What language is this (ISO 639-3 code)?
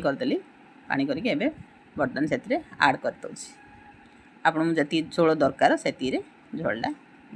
ori